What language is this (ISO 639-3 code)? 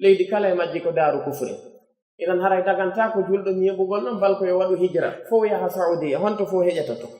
fuf